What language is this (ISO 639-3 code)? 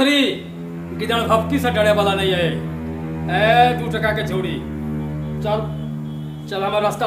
mai